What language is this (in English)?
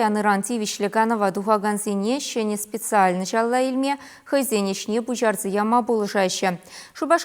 Chuvash